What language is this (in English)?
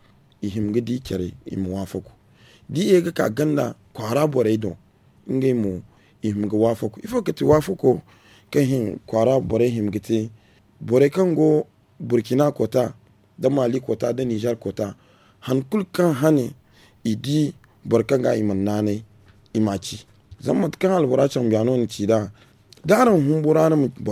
Zarma